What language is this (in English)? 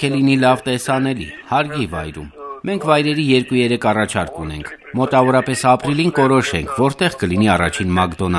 Armenian